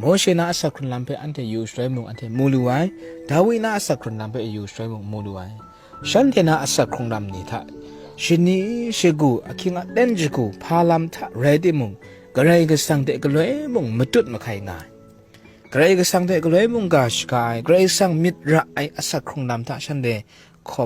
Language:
Kachin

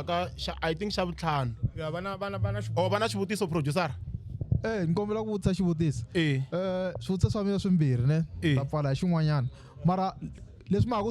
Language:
Tsonga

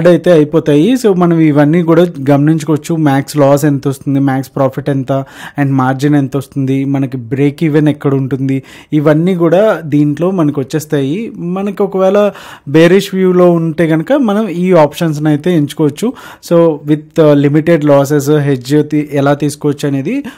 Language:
Telugu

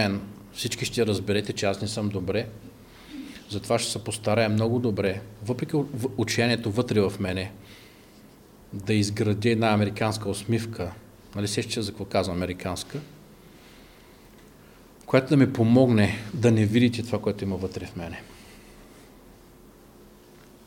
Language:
Bulgarian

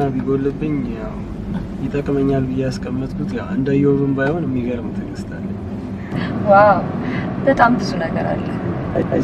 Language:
Amharic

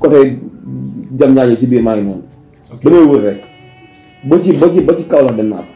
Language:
Wolof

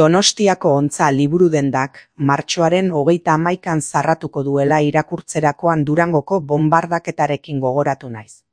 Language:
Basque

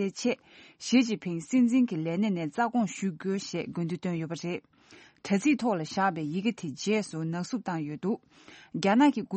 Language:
Tibetan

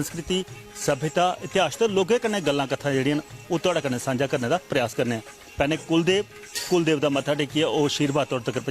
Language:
Dogri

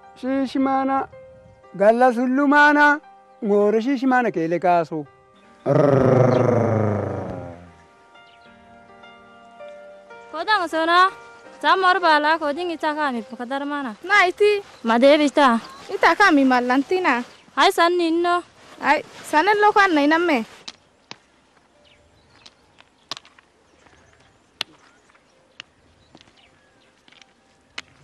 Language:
Kunama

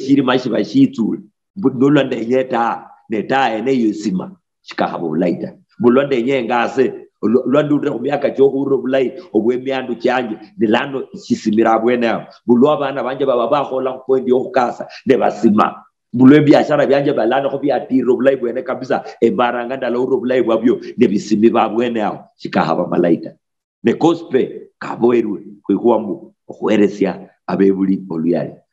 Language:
Luyia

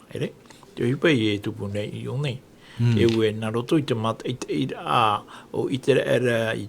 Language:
Tahitian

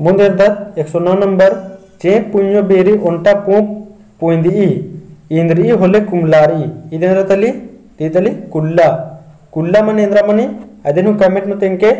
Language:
Kurukh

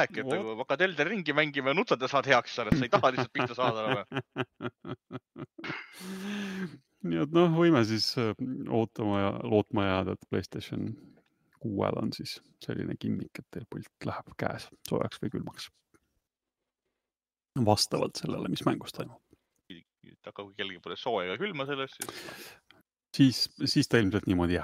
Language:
Estonian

